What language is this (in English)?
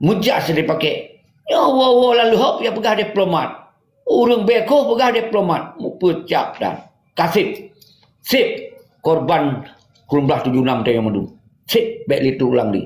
Achinese